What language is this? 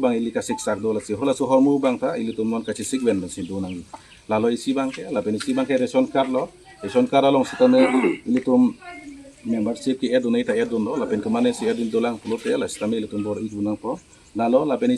Karbi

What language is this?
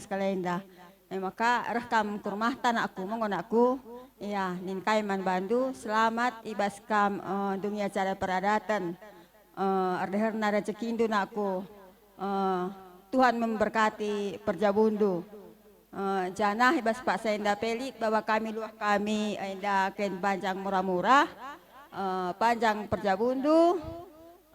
Batak Karo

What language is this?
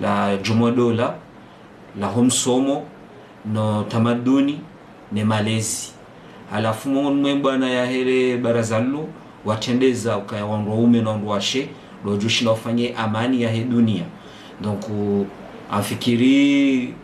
Ngazidja Comorian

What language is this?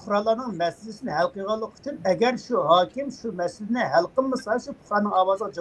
Uyghur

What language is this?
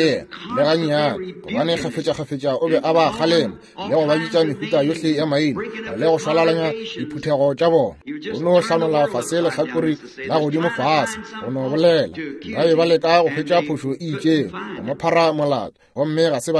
Northern Sotho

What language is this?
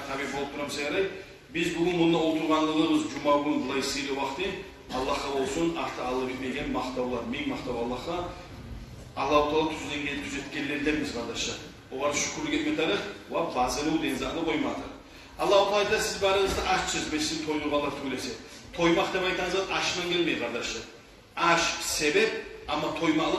Kumyk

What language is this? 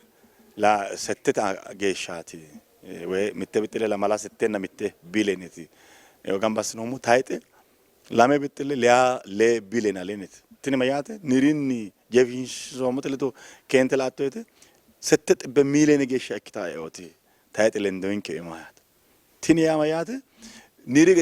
Sidamo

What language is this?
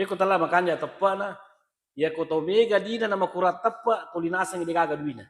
Buginese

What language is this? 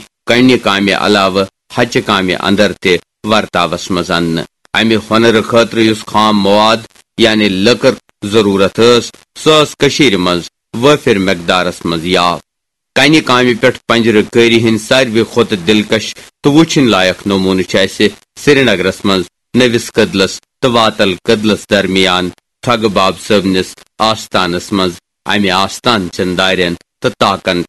Kashmiri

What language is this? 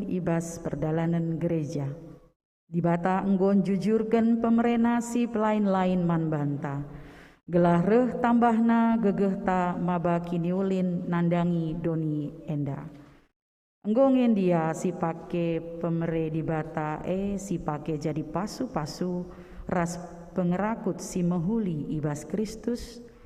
Batak Karo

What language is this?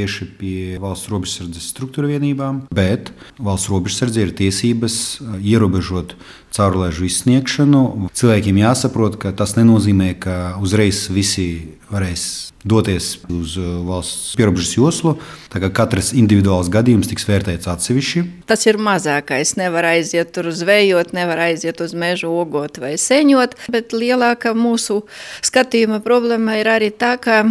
Latvian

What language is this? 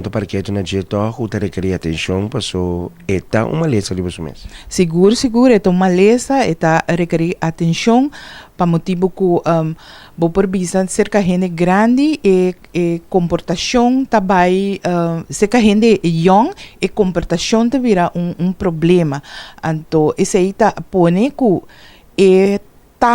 Papiamento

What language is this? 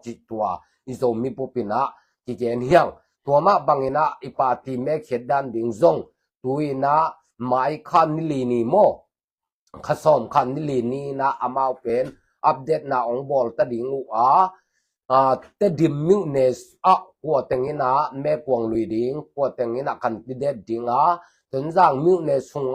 Tedim Chin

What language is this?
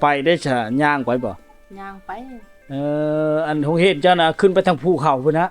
Lao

